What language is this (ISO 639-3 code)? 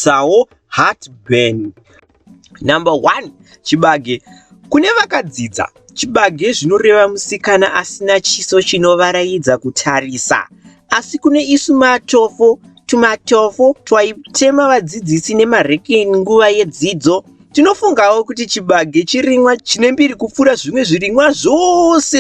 sna